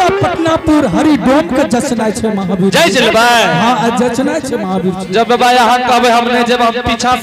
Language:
Angika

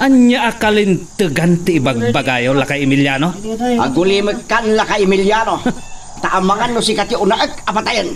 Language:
Iloko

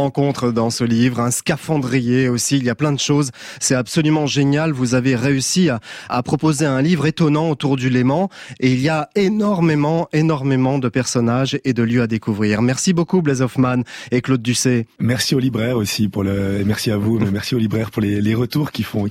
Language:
French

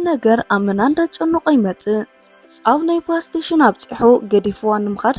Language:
Tigrinya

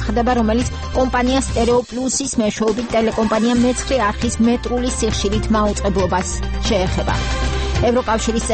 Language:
Georgian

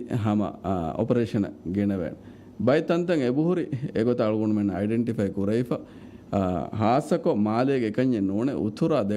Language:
Divehi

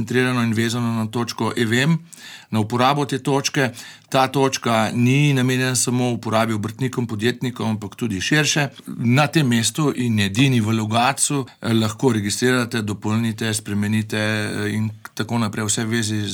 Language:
Slovenian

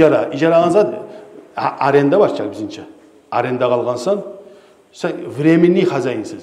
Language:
Kumyk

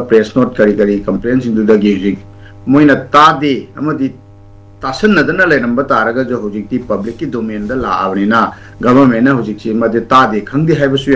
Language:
Manipuri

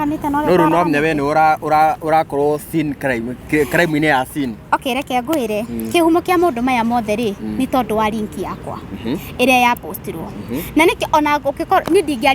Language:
Kikuyu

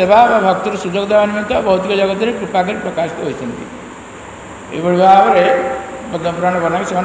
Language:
Odia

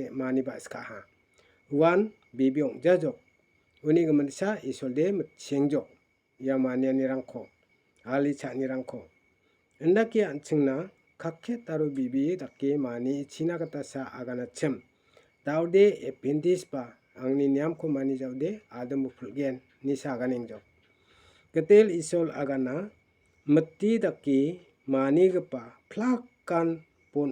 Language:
Garo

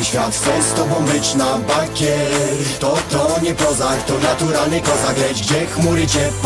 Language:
Polish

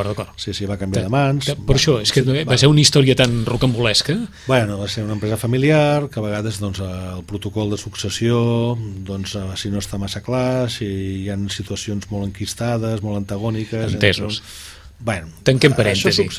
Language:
Catalan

